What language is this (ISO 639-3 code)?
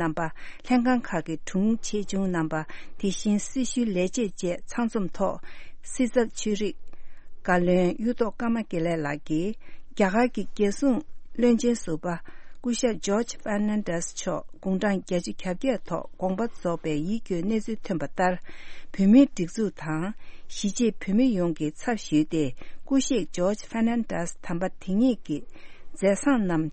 bod